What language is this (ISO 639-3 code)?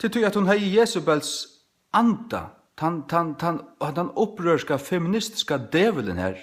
fao